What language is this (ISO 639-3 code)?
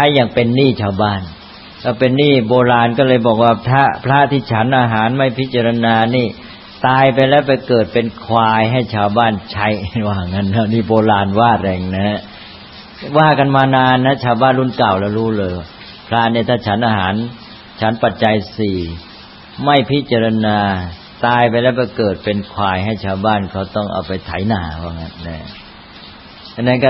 tha